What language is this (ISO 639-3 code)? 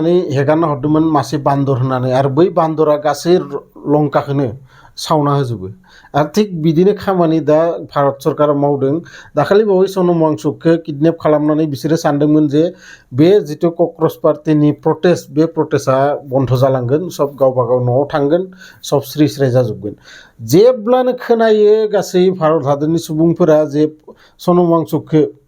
brx